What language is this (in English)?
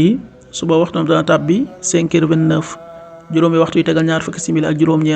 Wolof